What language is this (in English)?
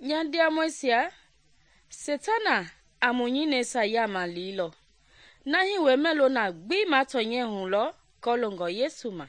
Mende